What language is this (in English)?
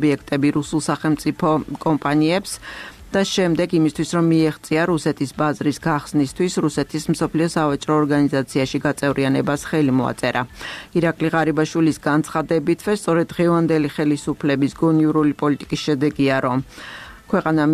Georgian